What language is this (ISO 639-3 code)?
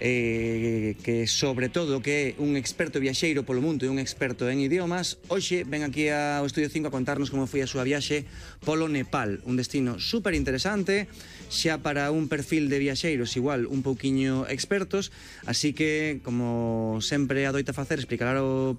glg